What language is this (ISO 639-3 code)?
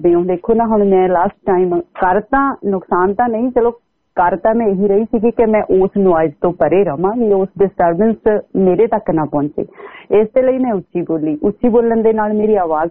pan